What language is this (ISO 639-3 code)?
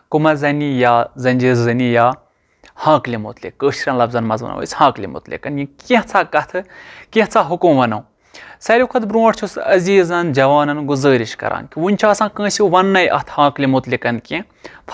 kas